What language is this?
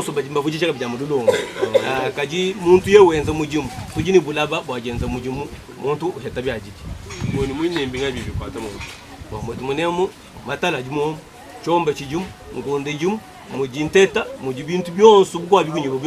Luba-Lulua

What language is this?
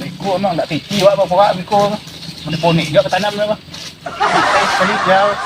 Minangkabau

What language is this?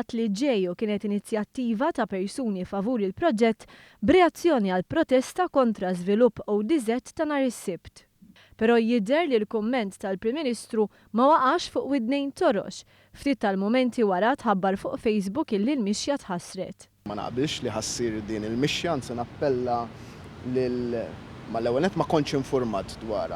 Maltese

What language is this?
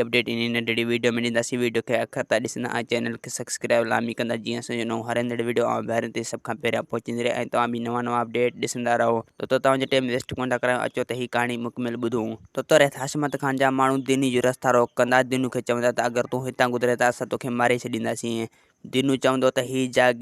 Sindhi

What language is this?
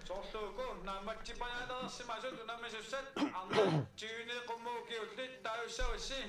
Kalaallisut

